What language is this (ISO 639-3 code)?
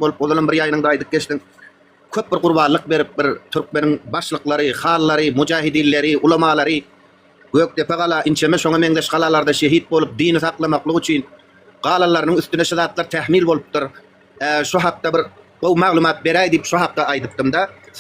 tuk